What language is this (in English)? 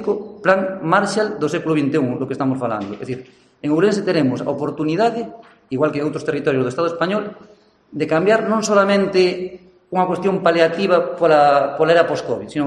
Galician